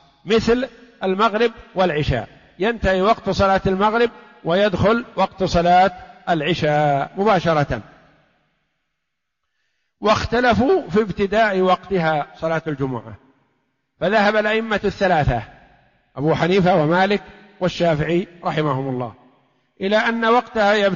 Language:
Arabic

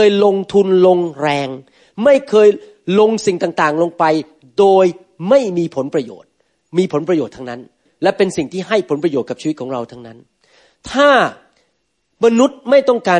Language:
Thai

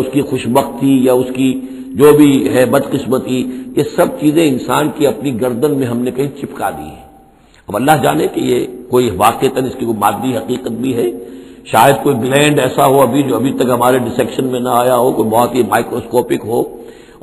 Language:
Urdu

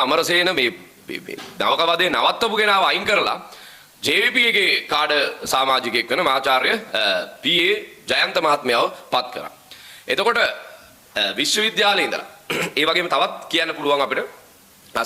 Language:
Sinhala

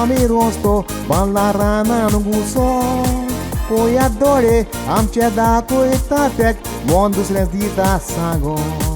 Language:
Konkani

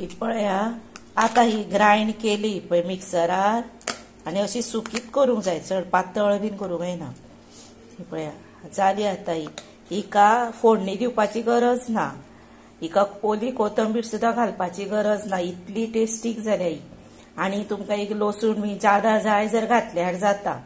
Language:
Konkani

